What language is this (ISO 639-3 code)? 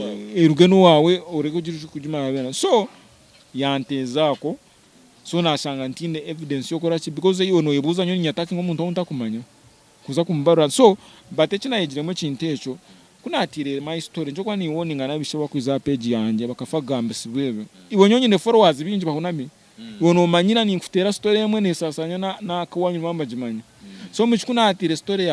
nyn